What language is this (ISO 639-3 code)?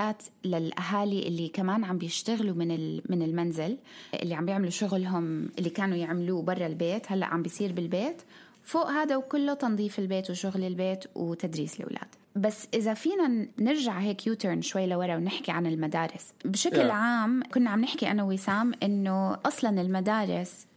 apc